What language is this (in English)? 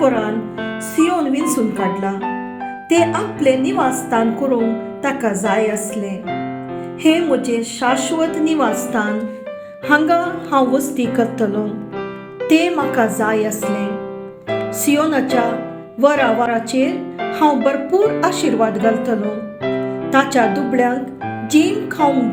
Konkani